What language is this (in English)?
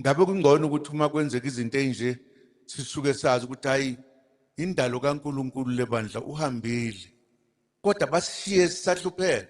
Zulu